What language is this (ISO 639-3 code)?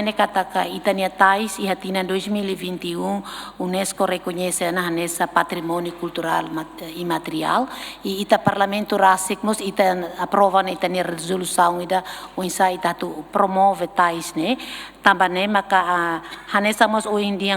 tet